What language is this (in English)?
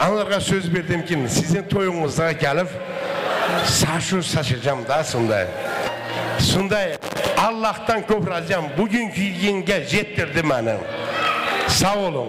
Kara-Kalpak